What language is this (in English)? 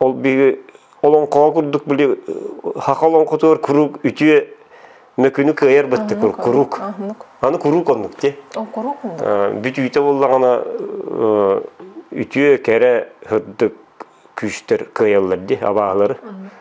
Yakut